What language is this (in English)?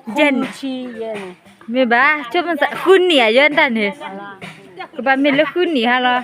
S'gaw Karen